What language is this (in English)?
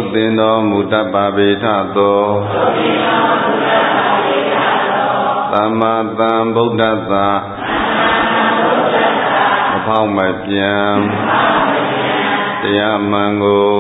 Burmese